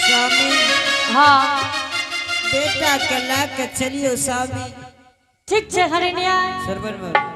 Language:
Angika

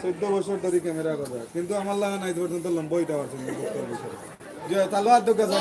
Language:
Sylheti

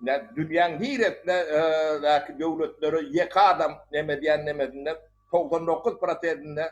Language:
Turkmen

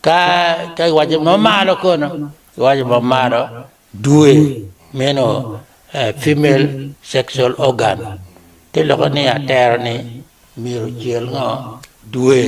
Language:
Acoli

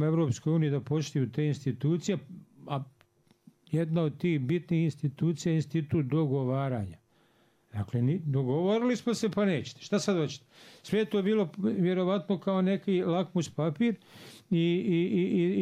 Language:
Bosnian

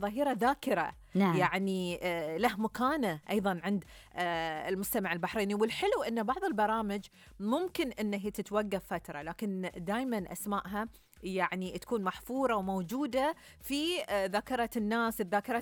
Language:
Gulf Arabic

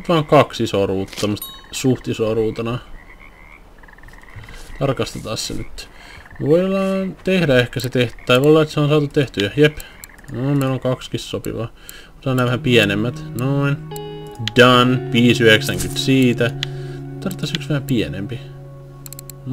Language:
Finnish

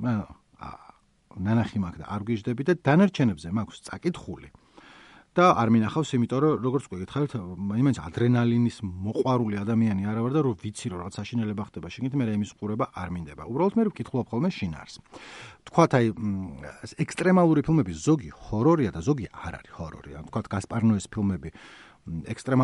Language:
Georgian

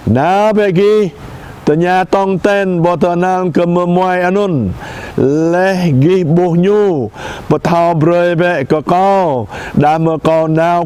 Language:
Jarai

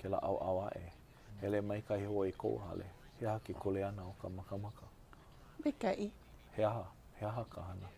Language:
Hawaiian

